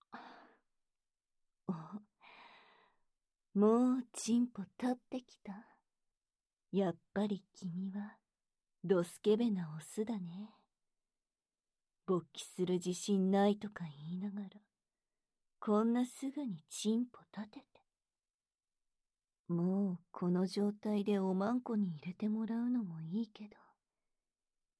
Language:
Japanese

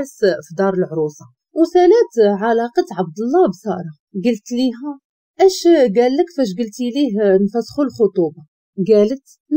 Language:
Moroccan Arabic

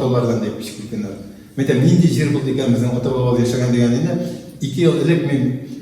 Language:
Bashkir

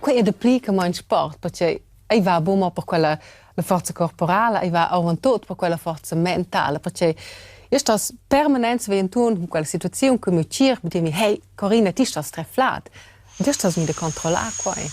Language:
Romansh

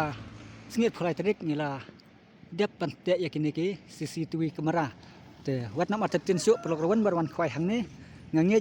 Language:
Khasi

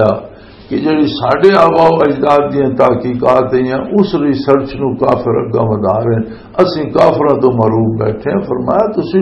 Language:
Western Panjabi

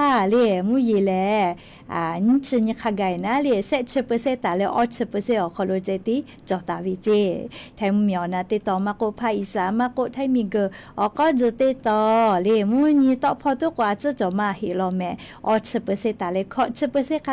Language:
Lahu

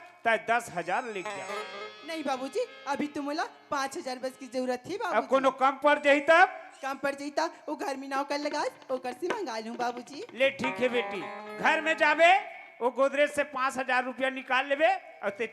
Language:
Chhattisgarhi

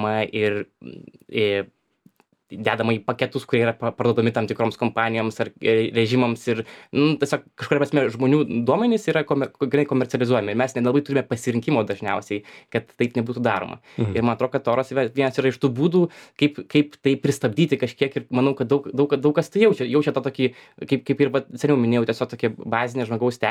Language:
Lithuanian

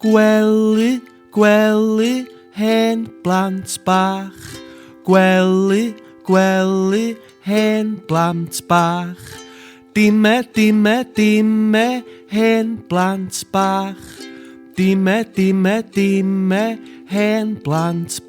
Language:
Welsh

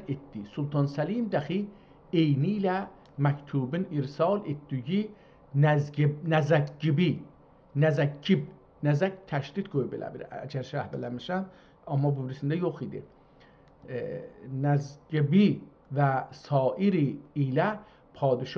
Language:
South Azerbaijani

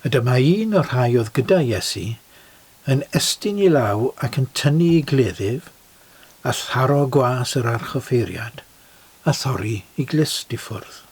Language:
Welsh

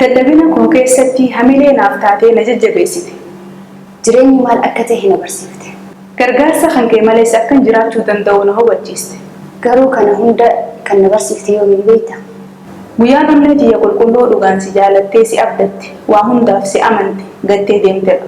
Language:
Oromo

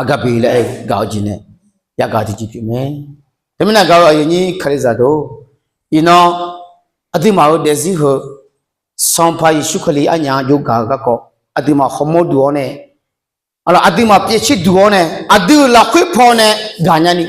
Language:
Akha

